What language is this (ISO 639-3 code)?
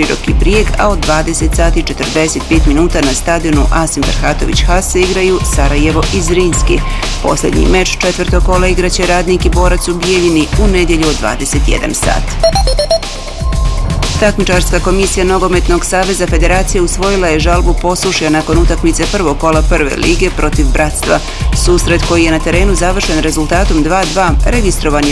bos